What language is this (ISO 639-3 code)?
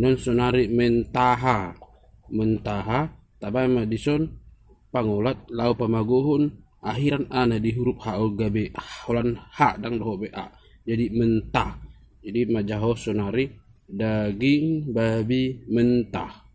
bbc